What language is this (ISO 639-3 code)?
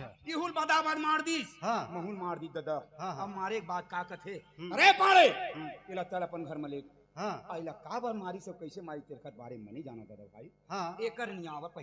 hne